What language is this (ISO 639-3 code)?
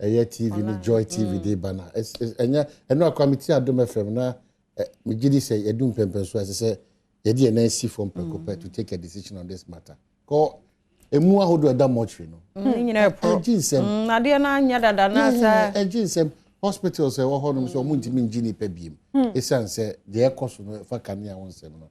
aka